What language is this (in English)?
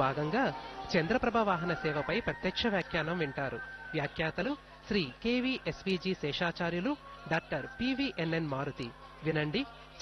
Telugu